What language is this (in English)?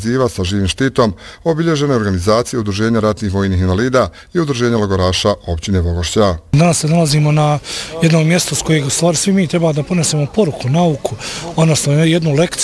Bosnian